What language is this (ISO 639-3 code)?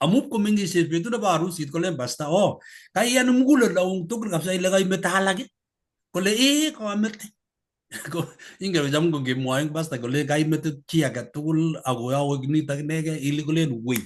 kln